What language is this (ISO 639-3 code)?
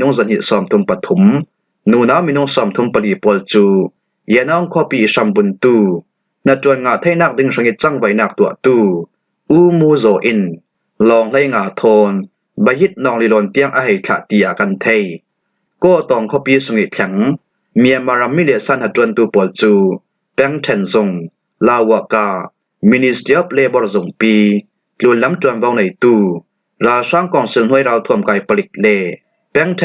cfm